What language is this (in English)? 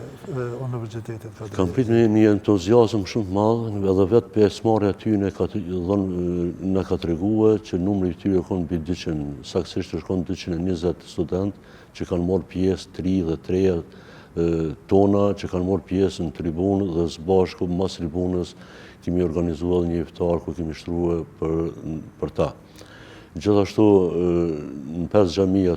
Albanian